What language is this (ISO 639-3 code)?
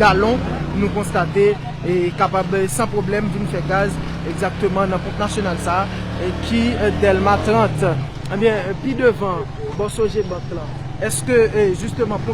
hat